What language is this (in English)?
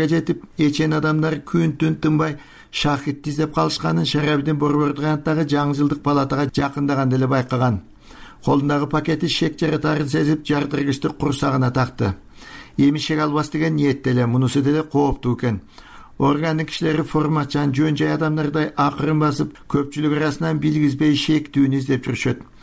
Kyrgyz